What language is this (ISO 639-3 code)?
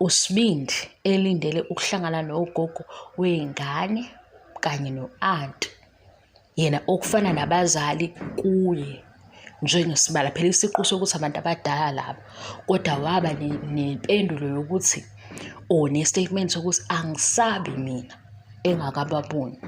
zul